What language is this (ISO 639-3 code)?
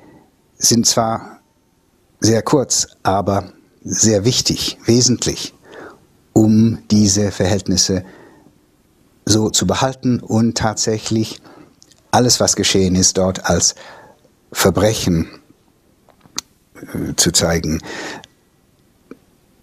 deu